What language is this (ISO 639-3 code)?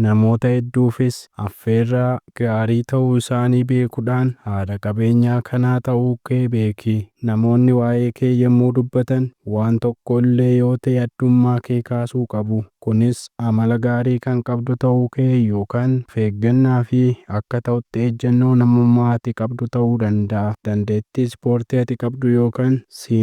orm